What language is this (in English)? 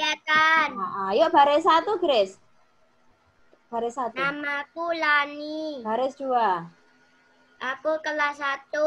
Indonesian